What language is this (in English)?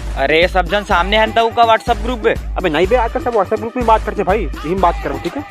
Chhattisgarhi